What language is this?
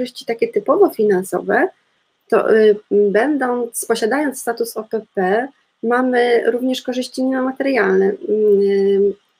Polish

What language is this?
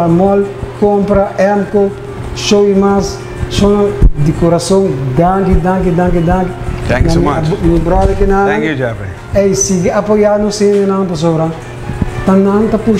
Papiamento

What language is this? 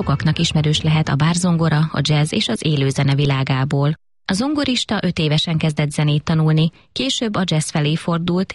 Hungarian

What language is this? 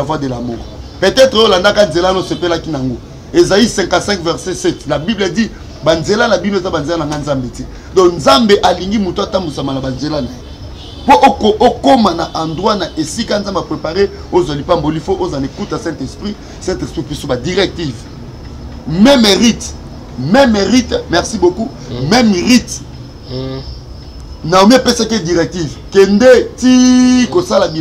Lingala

